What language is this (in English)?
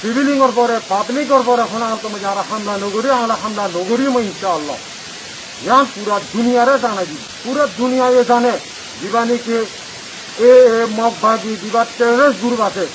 Rohingya